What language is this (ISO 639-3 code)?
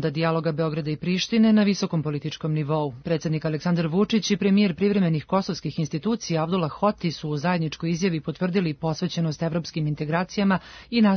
srp